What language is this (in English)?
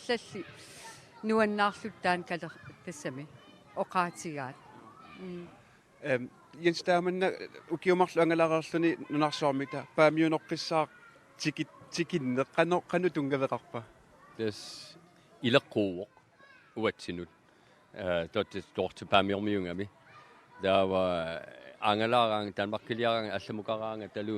Kalaallisut